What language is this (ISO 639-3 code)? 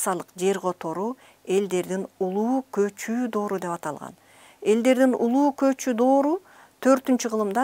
kir